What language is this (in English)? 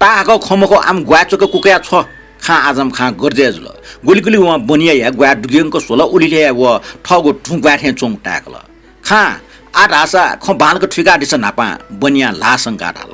Newari